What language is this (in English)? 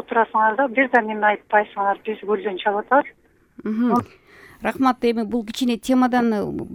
Kyrgyz